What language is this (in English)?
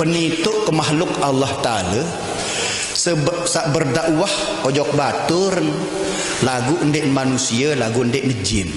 Sasak